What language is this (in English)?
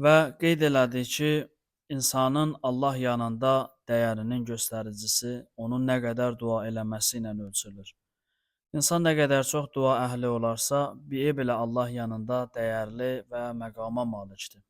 Azerbaijani